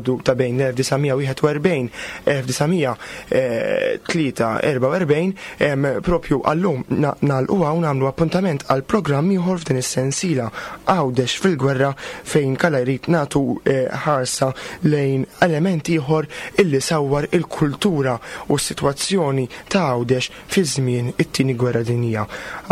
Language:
Maltese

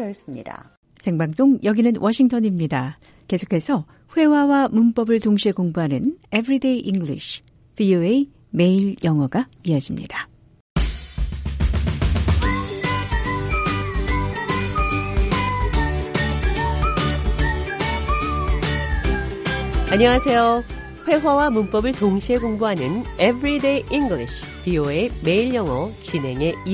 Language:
Korean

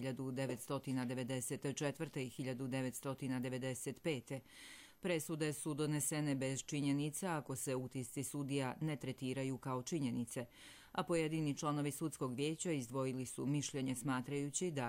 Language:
Croatian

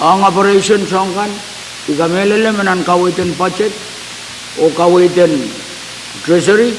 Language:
Pohnpeian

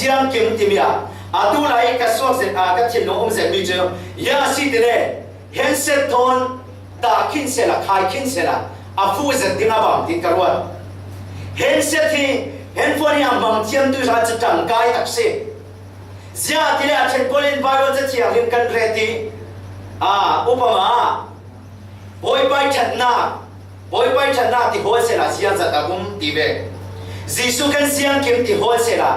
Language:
Falam Chin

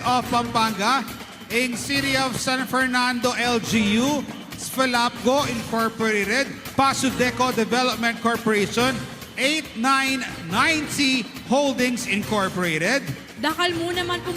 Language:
Pampanga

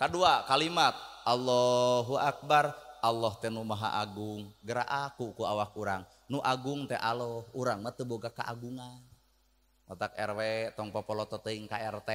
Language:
Sundanese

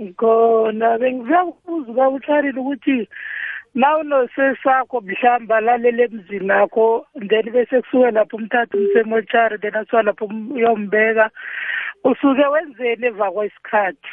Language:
South Ndebele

